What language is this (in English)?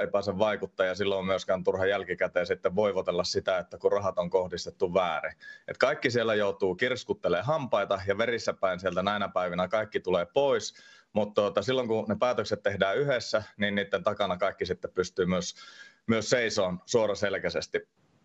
Finnish